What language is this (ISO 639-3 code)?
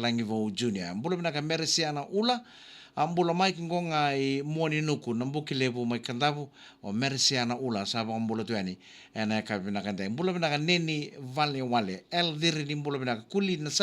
fij